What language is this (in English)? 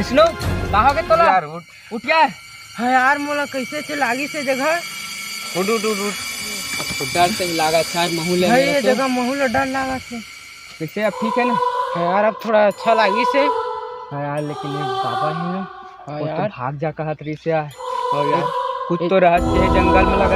Chhattisgarhi